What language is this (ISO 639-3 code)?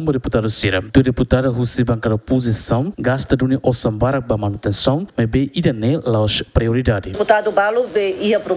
tet